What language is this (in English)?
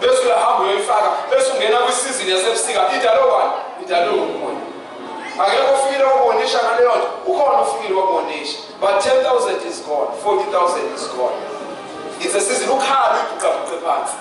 Zulu